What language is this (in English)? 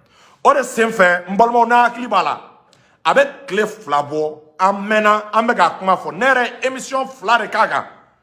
Bambara